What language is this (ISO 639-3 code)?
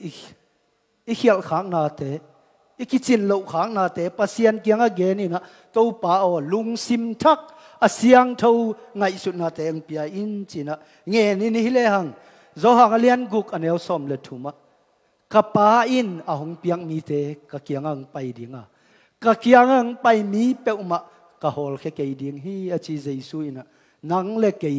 ctd